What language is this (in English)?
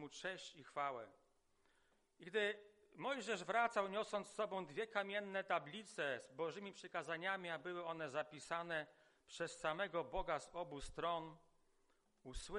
Polish